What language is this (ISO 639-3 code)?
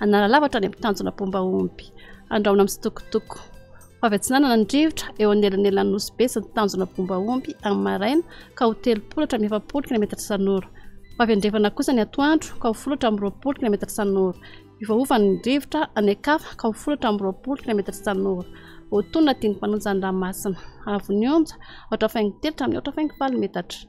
mlg